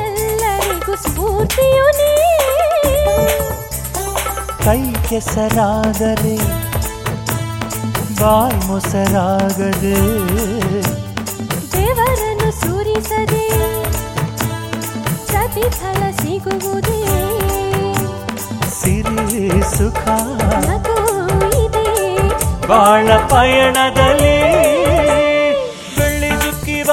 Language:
Kannada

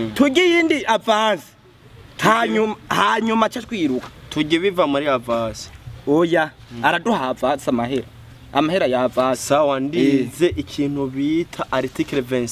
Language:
Rundi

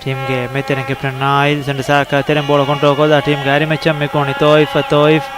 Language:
Divehi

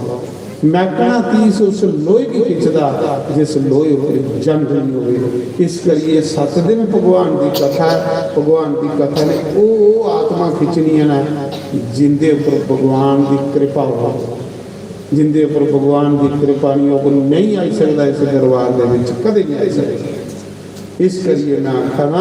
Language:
Dogri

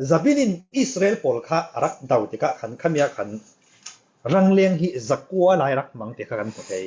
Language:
Falam Chin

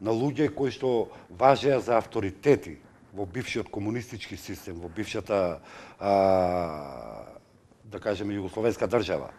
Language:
Macedonian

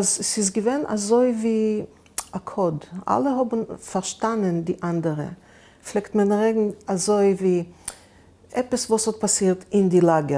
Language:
Yiddish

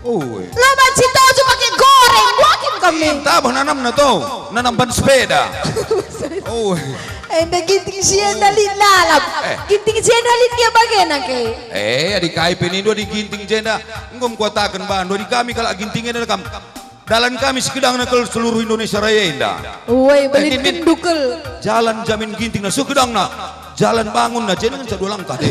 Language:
Batak Karo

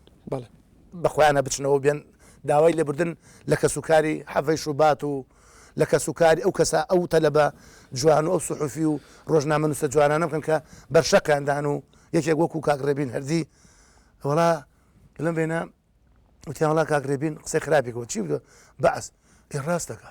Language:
Central Kurdish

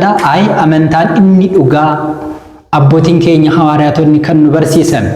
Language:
Oromo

